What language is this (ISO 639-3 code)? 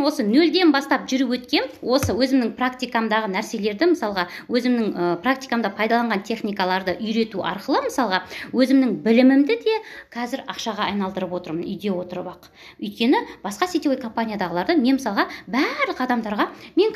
kaz